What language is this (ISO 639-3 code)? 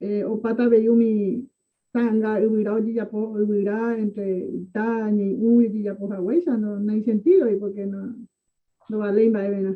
grn